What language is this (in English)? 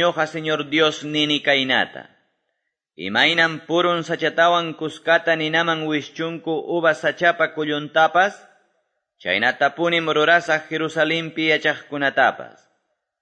Quechua